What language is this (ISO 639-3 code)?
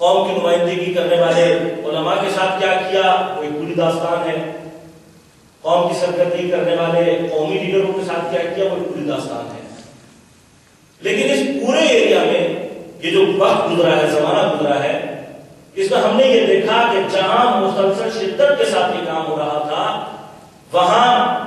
urd